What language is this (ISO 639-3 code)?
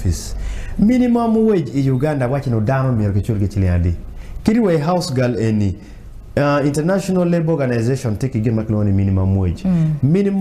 ach